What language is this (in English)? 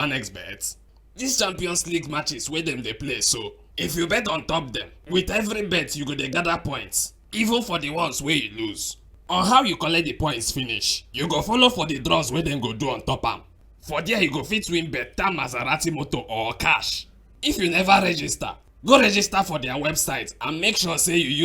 Nigerian Pidgin